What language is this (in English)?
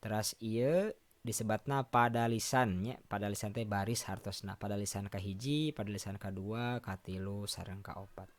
Sundanese